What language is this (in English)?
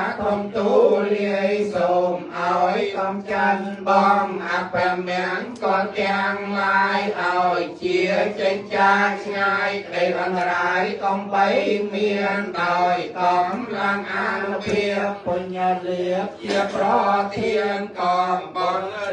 Khmer